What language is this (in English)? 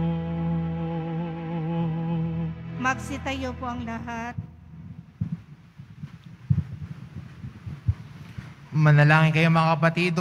Filipino